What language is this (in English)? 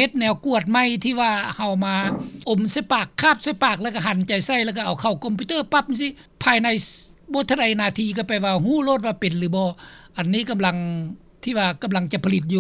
Lao